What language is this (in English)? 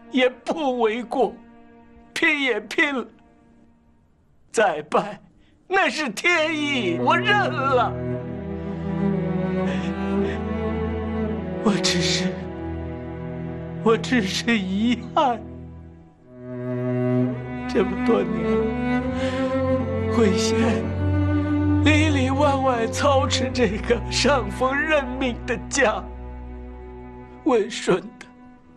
Chinese